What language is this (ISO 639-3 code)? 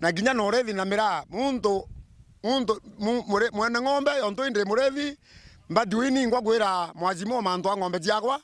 mer